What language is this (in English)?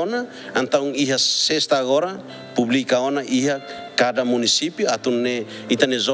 Tetum